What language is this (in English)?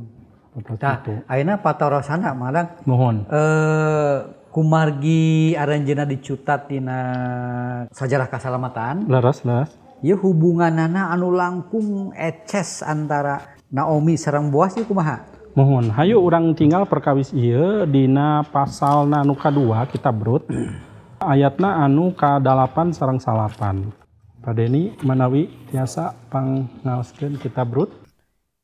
Sundanese